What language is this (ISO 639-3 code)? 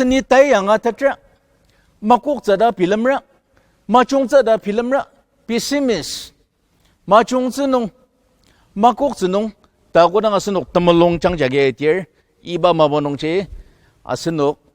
njo